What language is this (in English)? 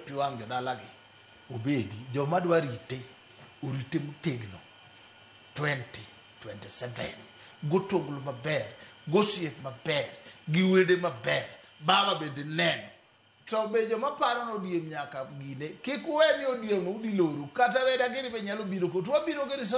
Luo (Kenya and Tanzania)